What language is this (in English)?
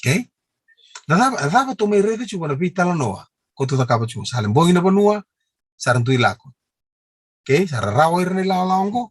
Fijian